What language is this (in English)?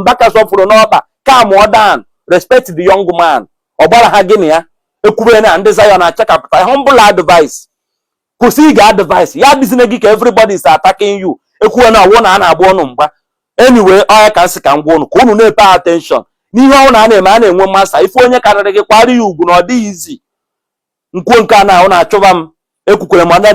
Igbo